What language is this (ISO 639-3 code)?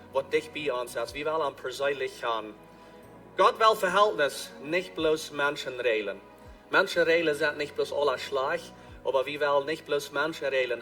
pdt